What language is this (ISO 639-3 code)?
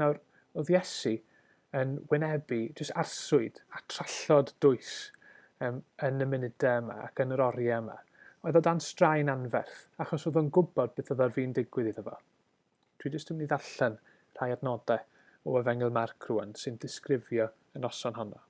cym